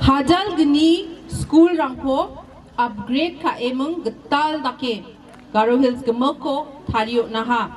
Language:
Garo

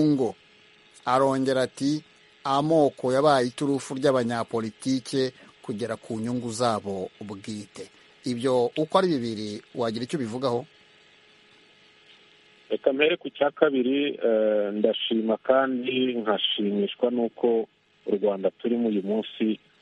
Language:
Kinyarwanda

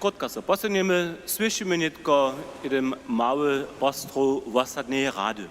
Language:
Upper Sorbian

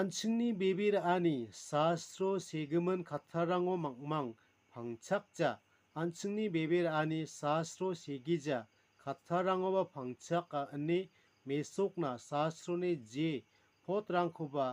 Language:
Garo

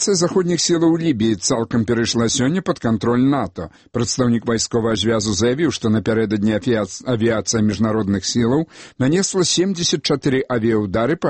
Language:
Belarusian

